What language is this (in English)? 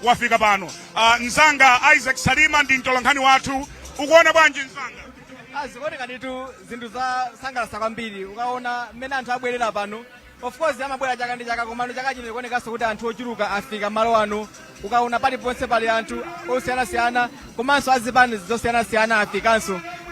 Nyanja